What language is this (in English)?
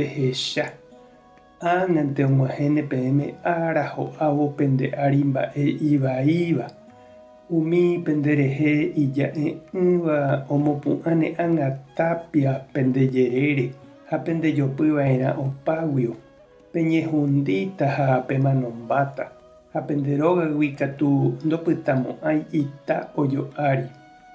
Guarani